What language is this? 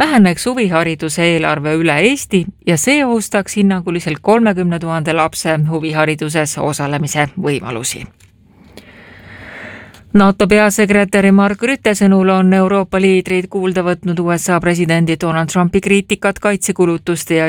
Estonian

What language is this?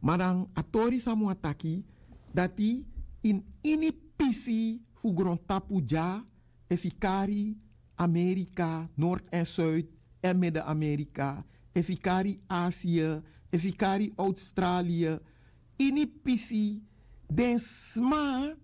Sranan Tongo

